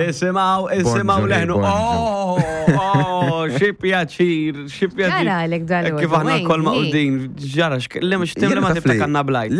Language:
Maltese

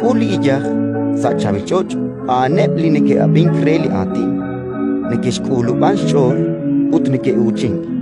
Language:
Kekchí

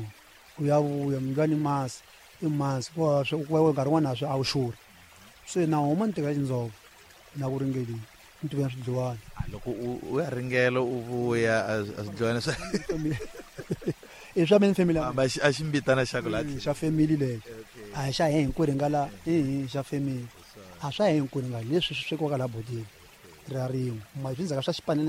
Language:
Tsonga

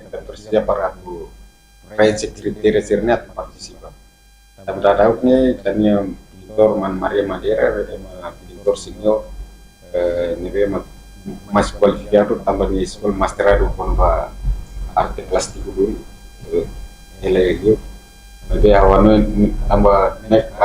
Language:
Tetum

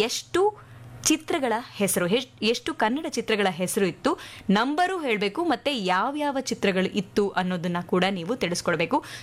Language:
Kannada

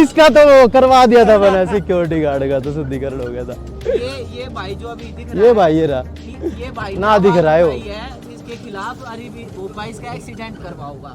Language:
Haryanvi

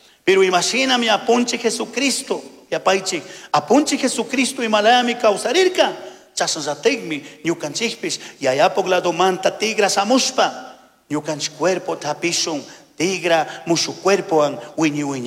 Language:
Chimborazo Highland Quichua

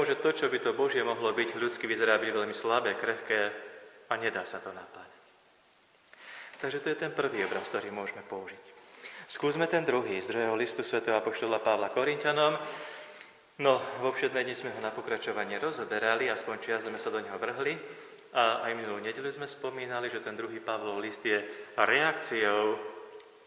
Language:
Slovak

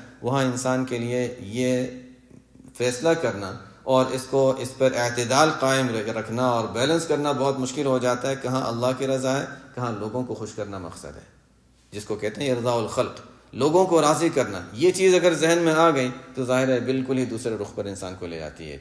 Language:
Urdu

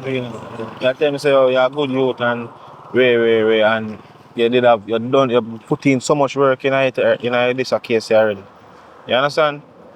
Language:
Jamaican Creole English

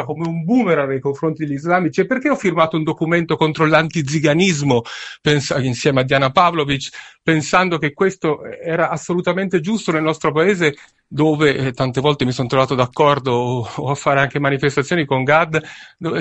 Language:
Italian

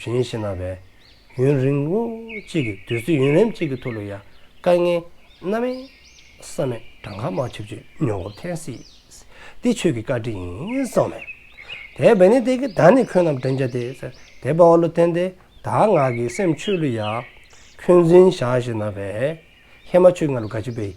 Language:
Dzongkha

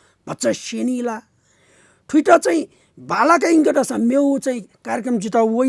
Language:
Newari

